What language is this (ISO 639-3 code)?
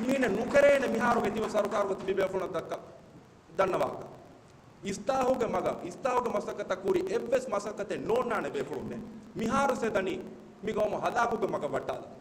div